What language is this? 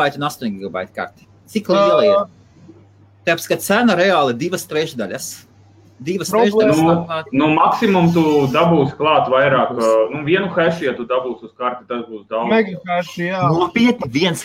Latvian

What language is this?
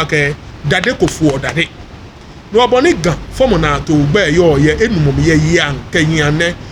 Ga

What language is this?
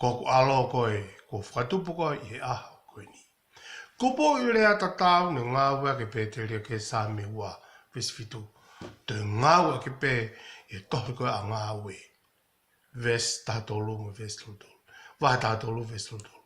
Tongan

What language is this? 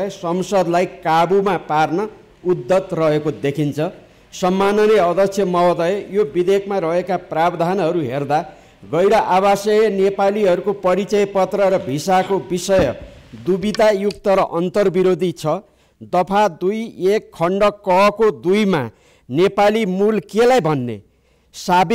Nepali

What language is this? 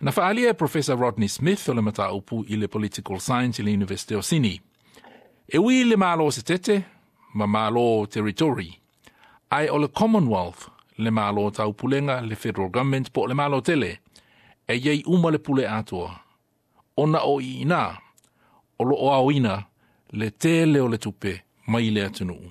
Samoan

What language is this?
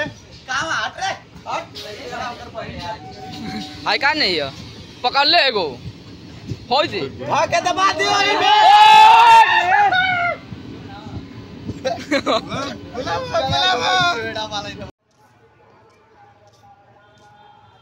Bhojpuri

